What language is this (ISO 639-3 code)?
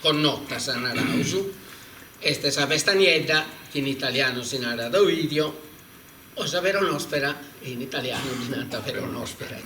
srd